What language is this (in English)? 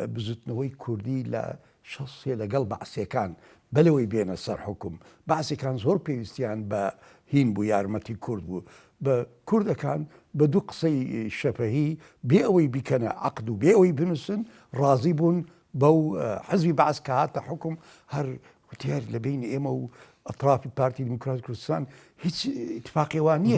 Central Kurdish